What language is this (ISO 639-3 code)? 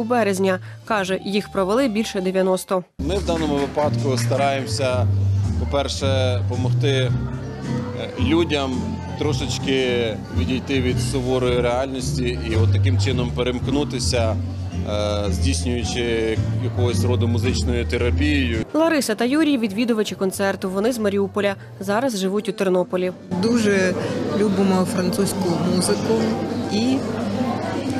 ukr